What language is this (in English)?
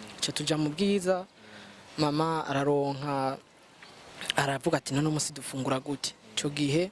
Rundi